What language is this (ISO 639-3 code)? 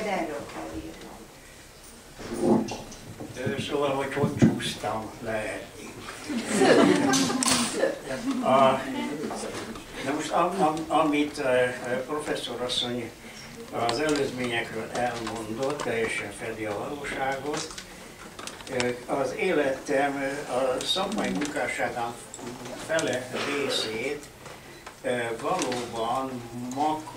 hun